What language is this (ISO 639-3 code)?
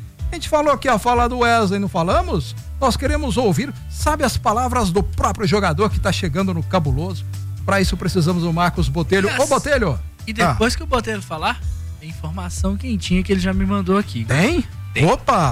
por